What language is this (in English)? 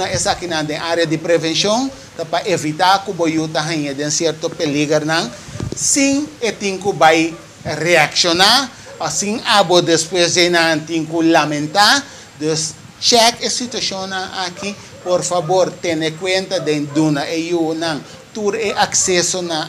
Papiamento